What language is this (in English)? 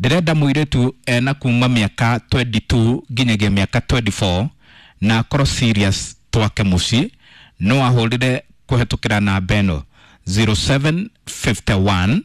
Kikuyu